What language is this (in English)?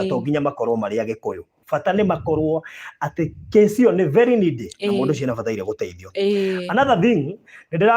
Kikuyu